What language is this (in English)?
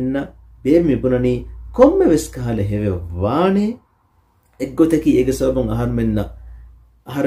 Divehi